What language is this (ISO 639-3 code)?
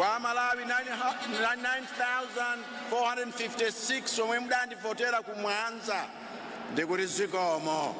nya